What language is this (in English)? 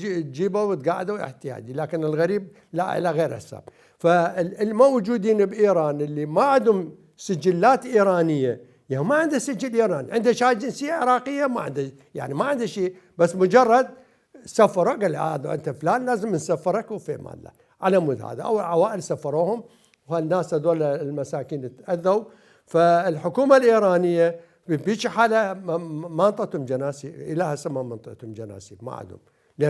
Mesopotamian Arabic